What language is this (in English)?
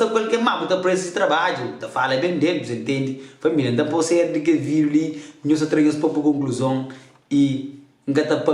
Kabuverdianu